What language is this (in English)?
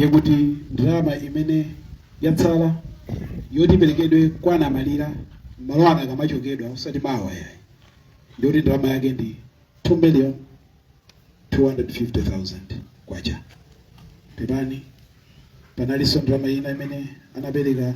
Nyanja